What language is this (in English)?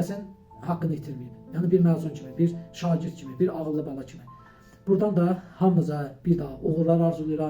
Azerbaijani